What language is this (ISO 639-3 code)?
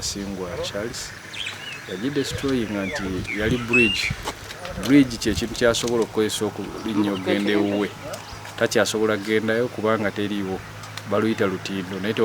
nyn